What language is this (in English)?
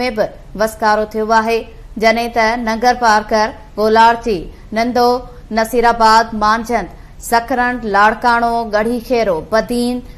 Sindhi